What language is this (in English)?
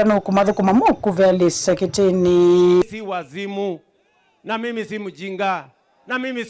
Kamba